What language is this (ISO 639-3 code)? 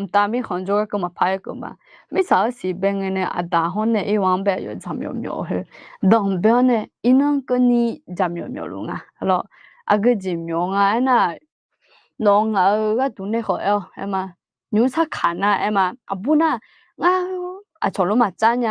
ahk